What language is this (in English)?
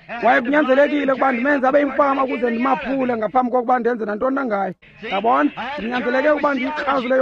Xhosa